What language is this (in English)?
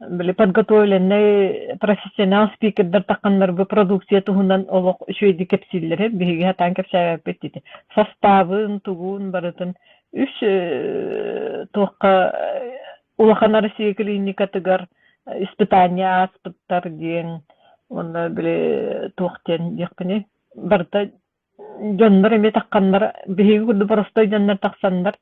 Yakut